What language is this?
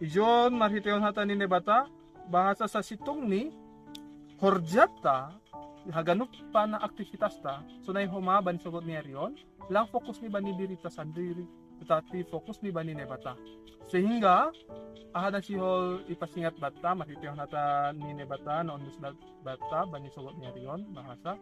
Batak Simalungun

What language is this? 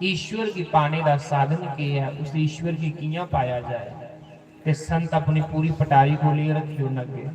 Dogri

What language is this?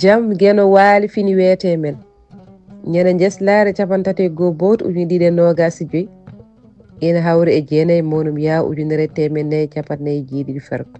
Fula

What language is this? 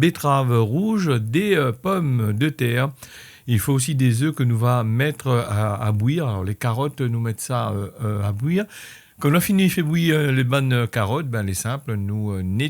Réunion Creole French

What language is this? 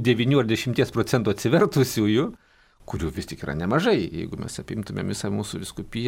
Lithuanian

